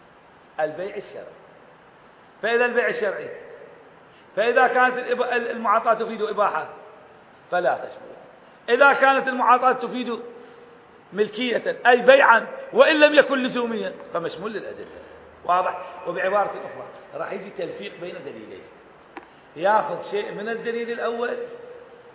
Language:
Arabic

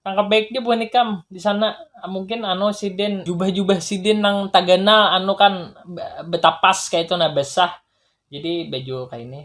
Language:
Banjar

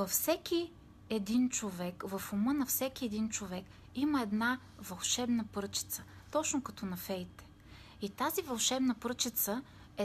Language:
Bulgarian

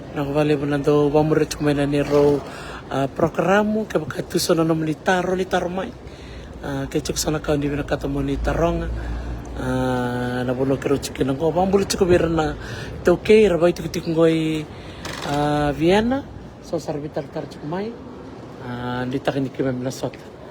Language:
Fijian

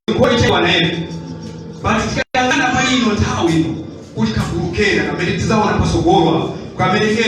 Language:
Nyanja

